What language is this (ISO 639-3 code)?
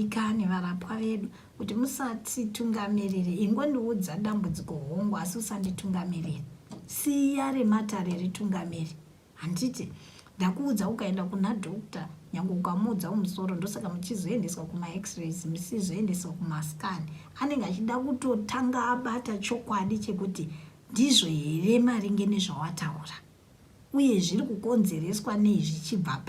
sna